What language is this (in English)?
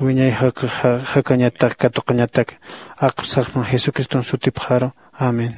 Aymara